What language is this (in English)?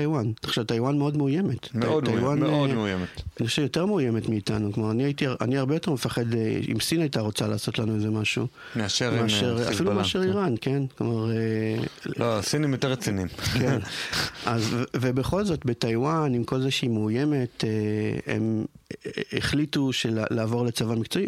Hebrew